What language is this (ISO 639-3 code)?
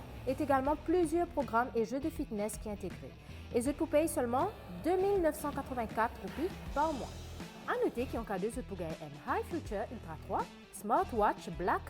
mfe